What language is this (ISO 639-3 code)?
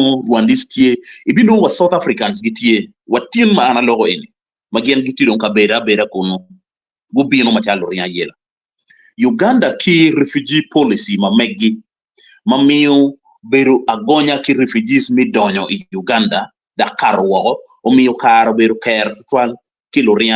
ach